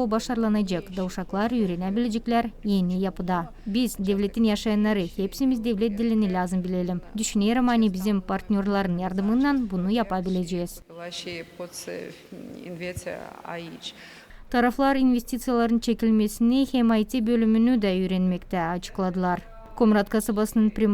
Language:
Gagauz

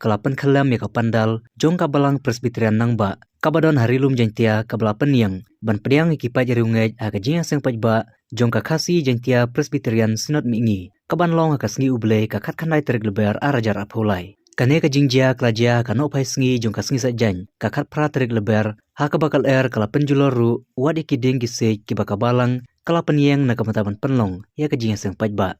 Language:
Khasi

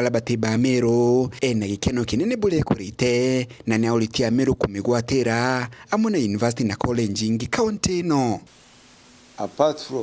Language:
Meru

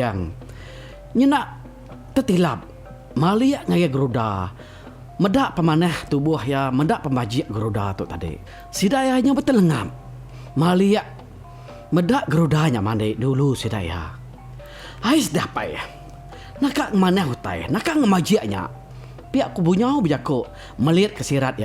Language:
Iban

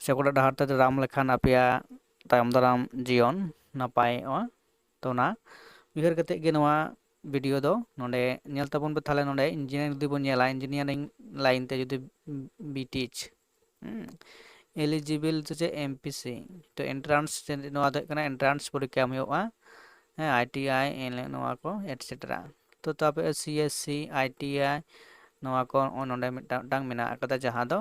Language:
Santali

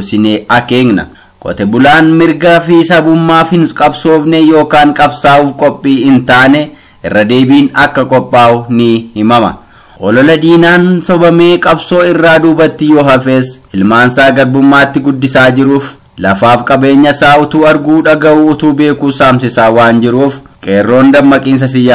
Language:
Oromo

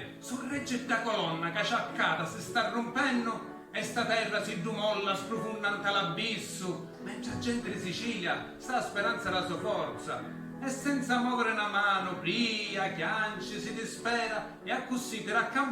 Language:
Sicilian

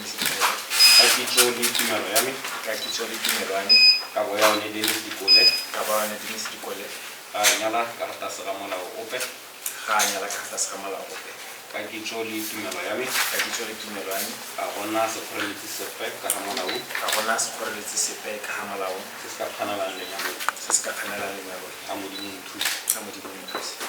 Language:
Tswana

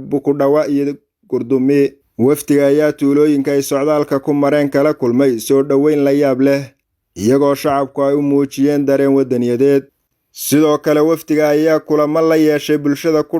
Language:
Somali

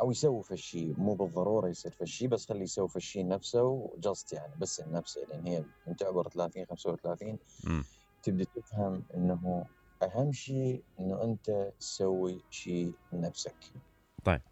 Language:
Mesopotamian Arabic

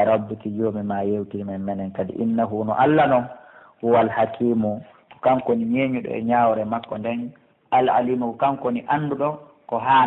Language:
Pular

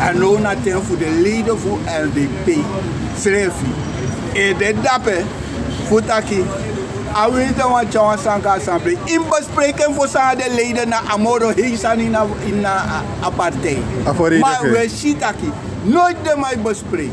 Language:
Sranan Tongo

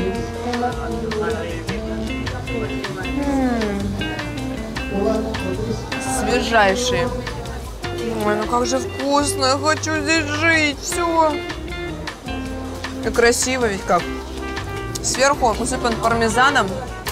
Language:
Russian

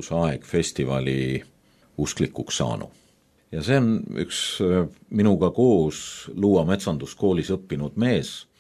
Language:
Estonian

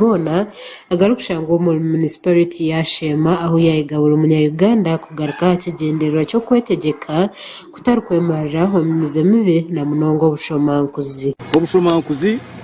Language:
Nyankole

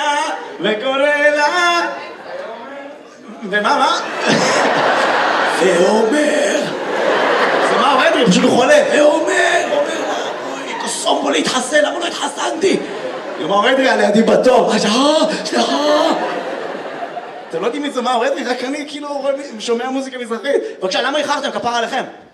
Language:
Hebrew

